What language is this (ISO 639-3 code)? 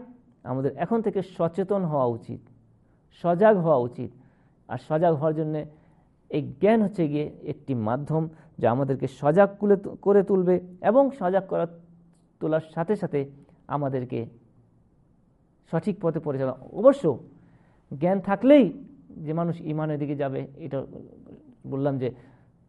ben